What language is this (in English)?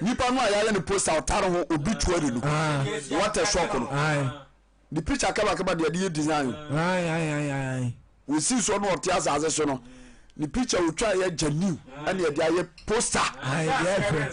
Akan